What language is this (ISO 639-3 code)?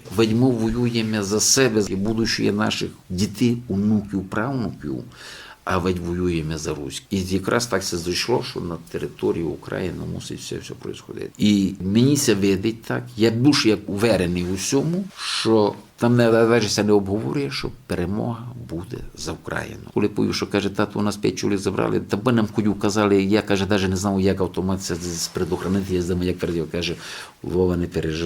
rue